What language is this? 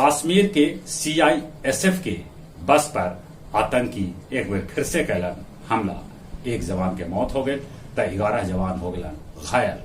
Magahi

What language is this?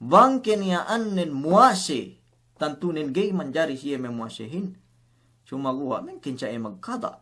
Yakan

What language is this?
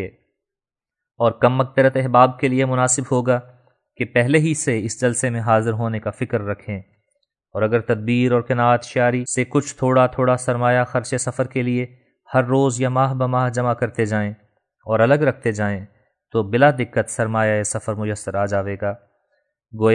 Urdu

